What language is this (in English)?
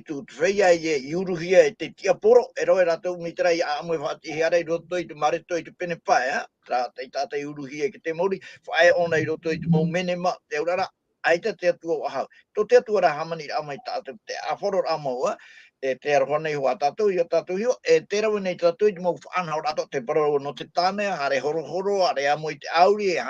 Tahitian